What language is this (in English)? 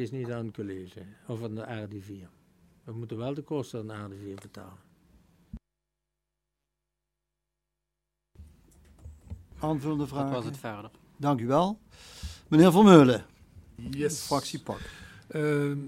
Dutch